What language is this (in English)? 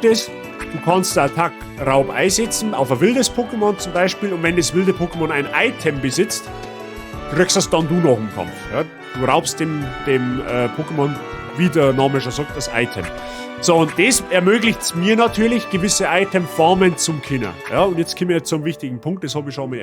Bavarian